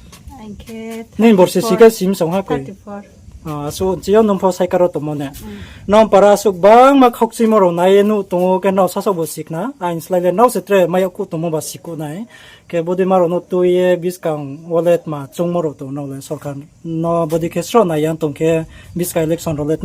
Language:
Riang (India)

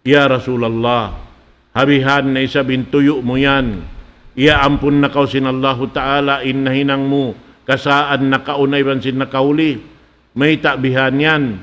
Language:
Tausug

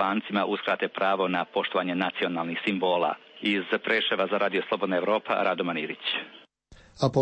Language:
Serbian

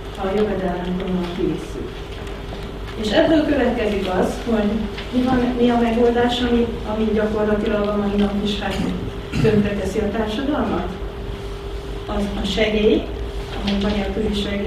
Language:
Hungarian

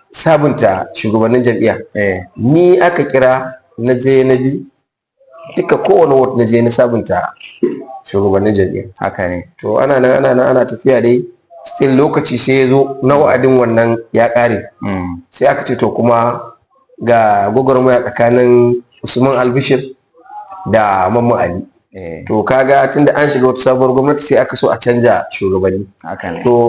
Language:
Hausa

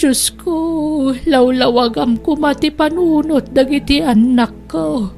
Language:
Iloko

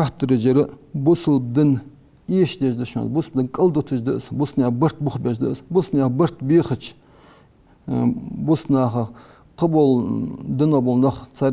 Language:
Ingush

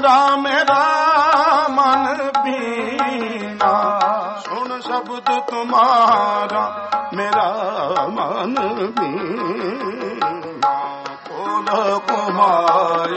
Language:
Punjabi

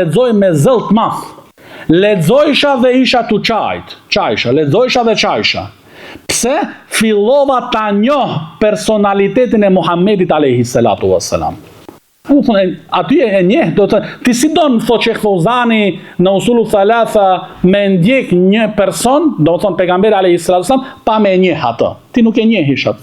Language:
Albanian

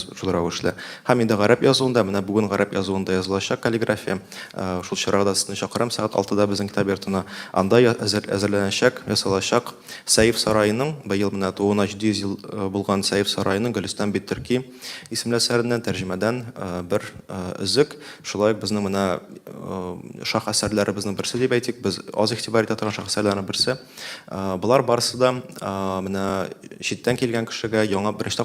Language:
Tatar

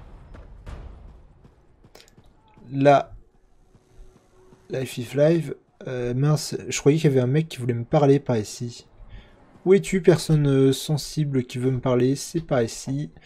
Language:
French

